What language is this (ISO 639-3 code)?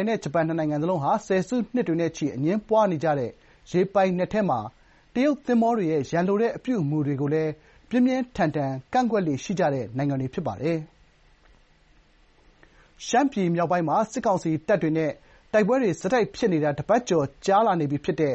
mya